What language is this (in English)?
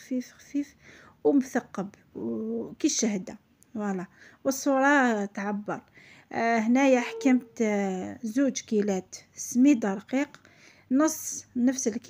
Algerian Arabic